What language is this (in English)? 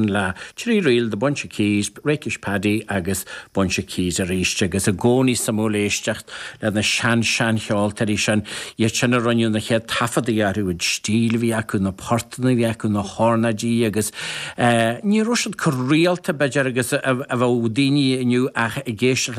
Irish